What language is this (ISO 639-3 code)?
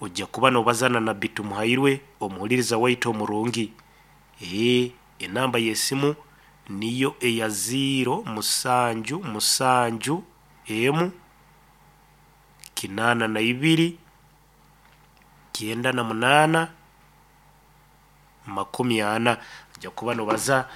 nyo